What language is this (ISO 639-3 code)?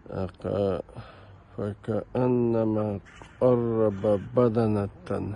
che